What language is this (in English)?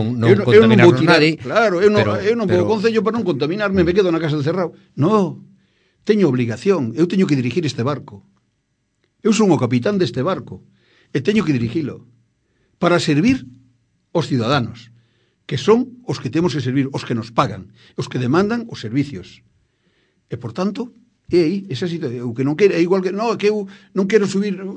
Galician